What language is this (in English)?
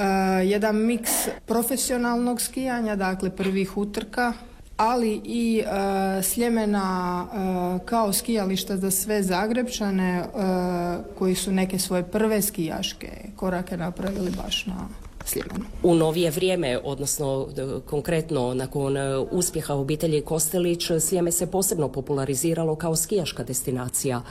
Croatian